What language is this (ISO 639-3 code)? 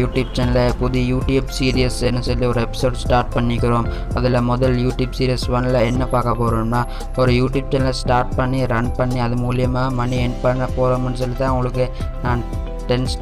tam